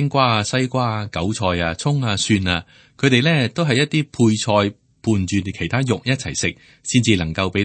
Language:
Cantonese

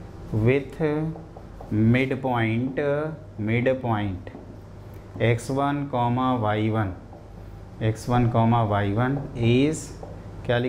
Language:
Hindi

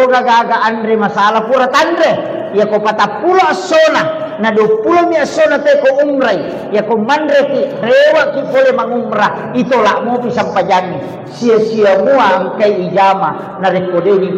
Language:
Buginese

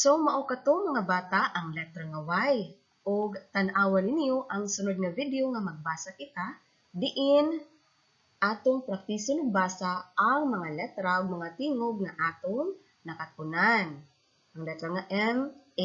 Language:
Cebuano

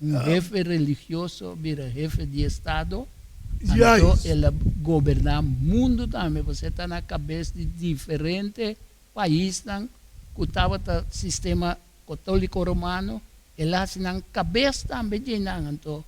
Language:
Papiamento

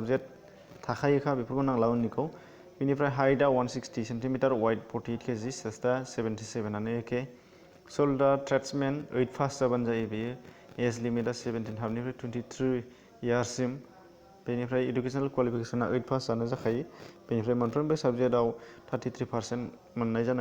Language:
Bodo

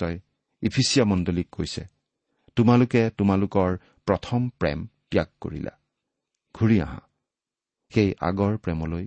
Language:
Assamese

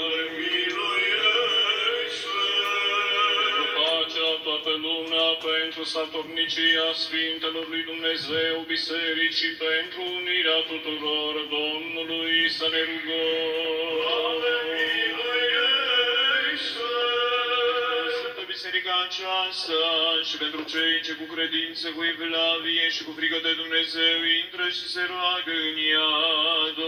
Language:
Romanian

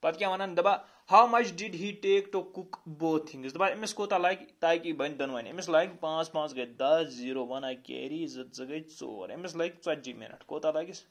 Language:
Kashmiri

